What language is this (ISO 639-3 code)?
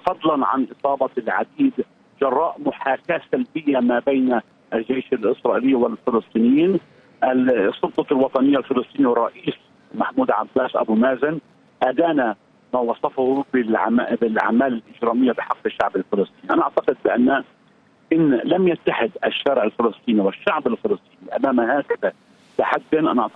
ara